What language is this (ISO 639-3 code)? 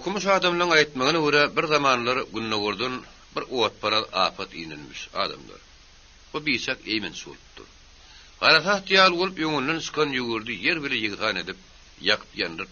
tuk